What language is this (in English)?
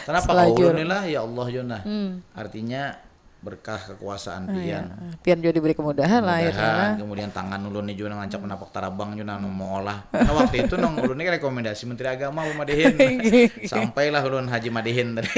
Banjar